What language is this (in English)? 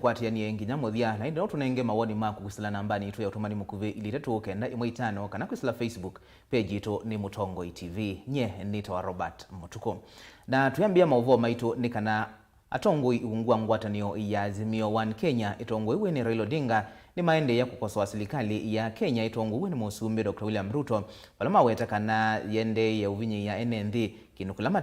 Kamba